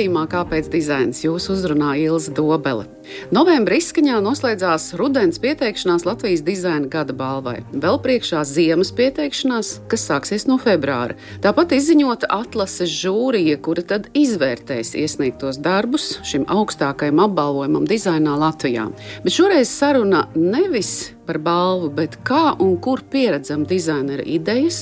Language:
Latvian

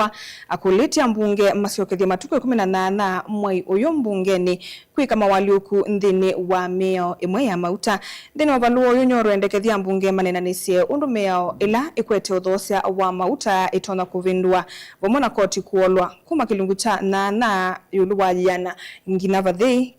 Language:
Kamba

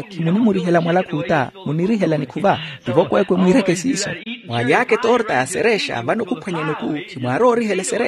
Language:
Makhuwa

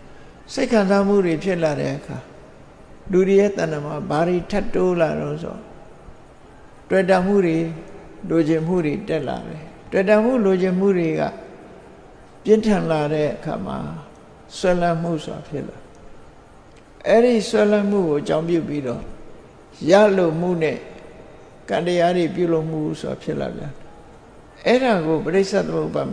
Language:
Burmese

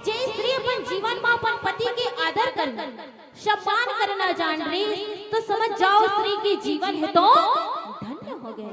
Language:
Chhattisgarhi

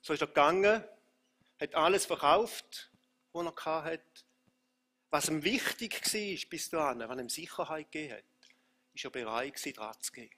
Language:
Swiss German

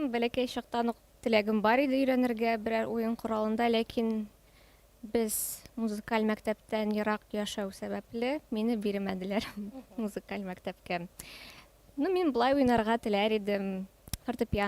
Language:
Tatar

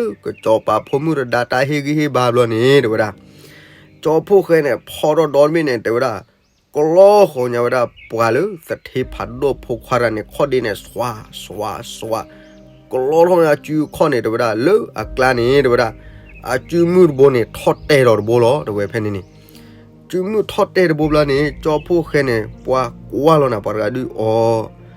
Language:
S'gaw Karen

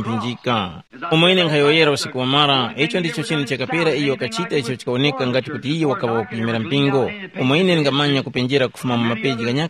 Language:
Tumbuka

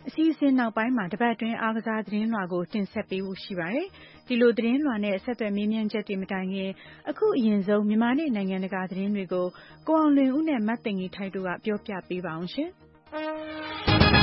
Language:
Burmese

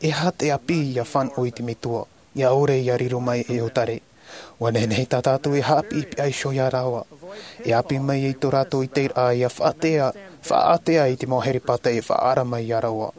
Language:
Tahitian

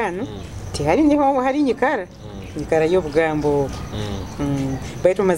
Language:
Nyoro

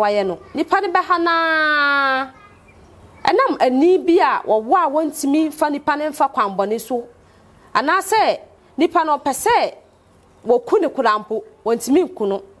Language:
Akan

